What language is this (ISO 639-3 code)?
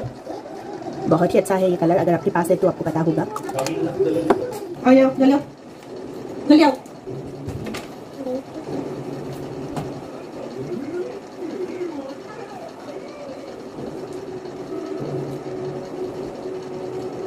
hin